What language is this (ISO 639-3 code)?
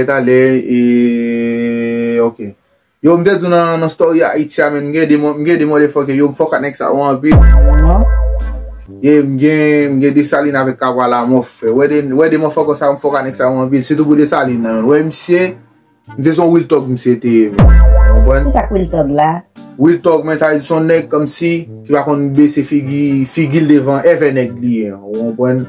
hat